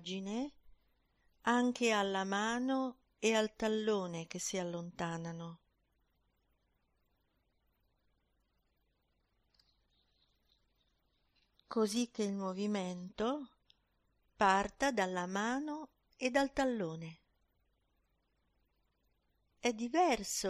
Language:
Italian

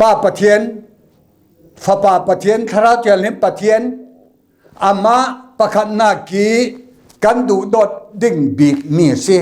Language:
Falam Chin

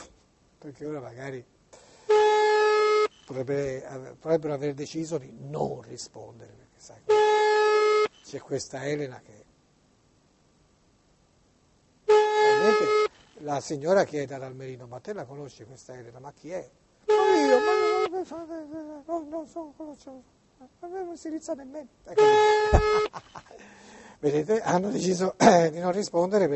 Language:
Italian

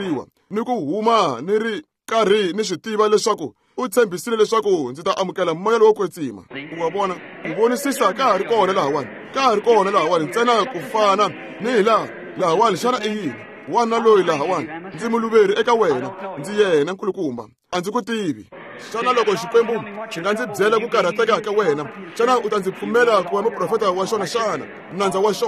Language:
Tsonga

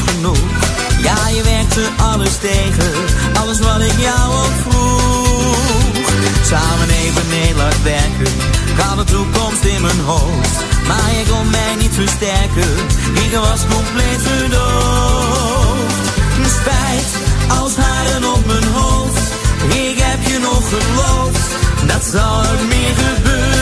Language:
Dutch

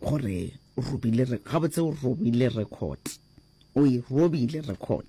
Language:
Northern Sotho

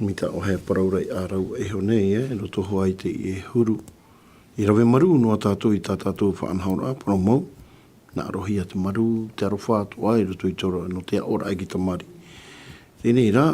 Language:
Tahitian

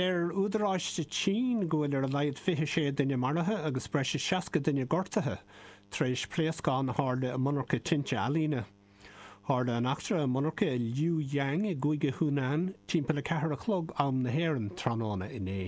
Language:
Irish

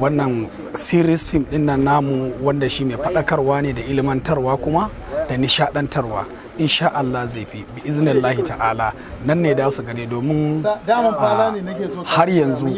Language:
Hausa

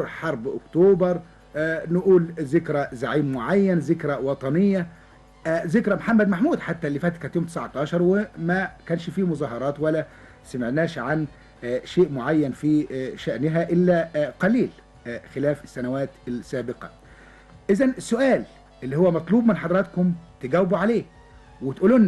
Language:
Egyptian Arabic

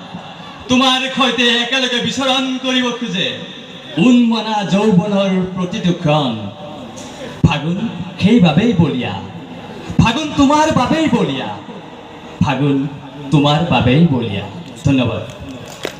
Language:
Assamese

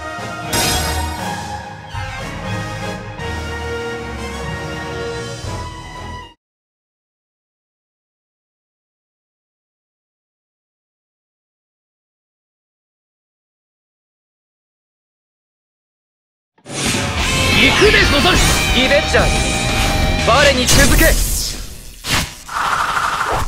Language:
Japanese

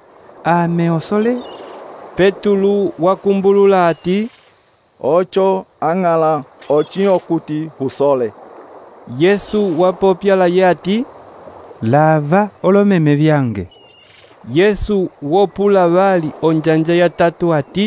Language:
Umbundu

